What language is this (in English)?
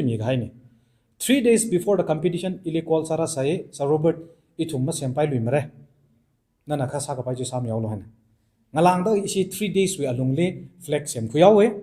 Tangkhul Naga (India)